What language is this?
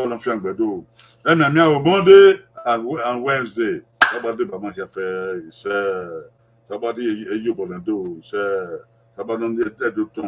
Bini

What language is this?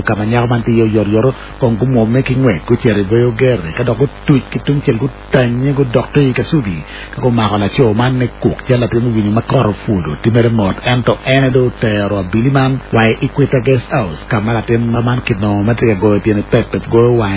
Acoli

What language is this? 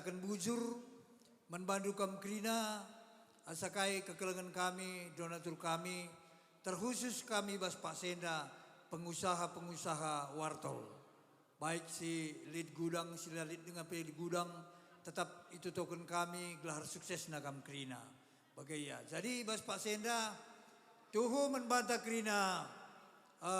Batak Karo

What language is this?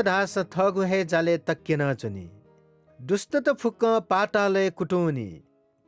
Newari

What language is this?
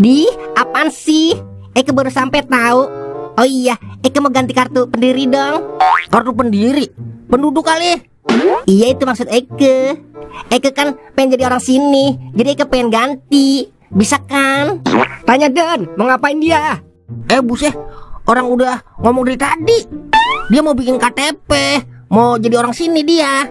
Betawi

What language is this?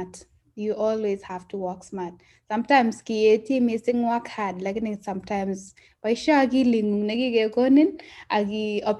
Kalenjin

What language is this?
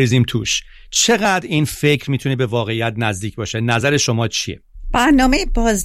Persian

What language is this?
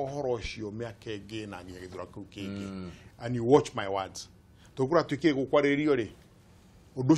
Kikuyu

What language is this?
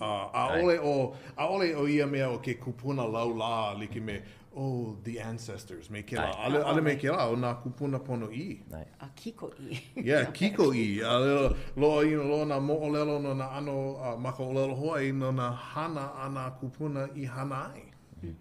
Hawaiian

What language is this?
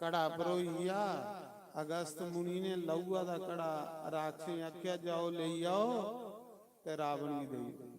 Dogri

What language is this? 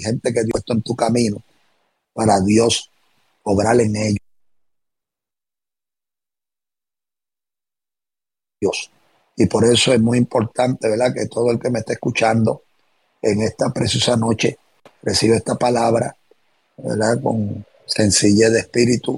Spanish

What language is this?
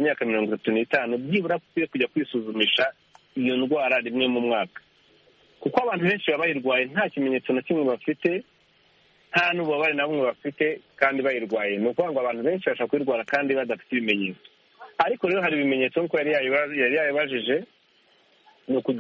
Kinyarwanda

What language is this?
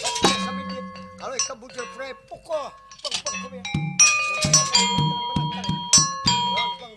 Banjar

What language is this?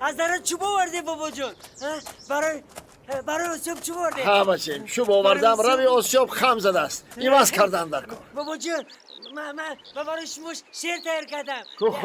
Tajik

